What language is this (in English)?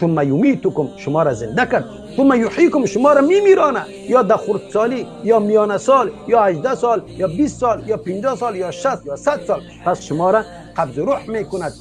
Persian